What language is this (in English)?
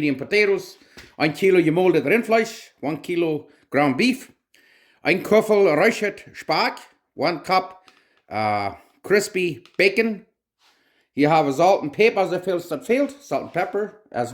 Plautdietsch